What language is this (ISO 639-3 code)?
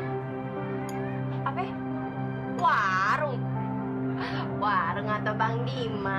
ind